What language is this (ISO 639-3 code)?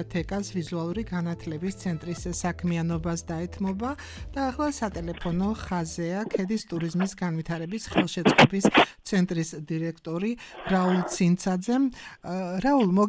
kat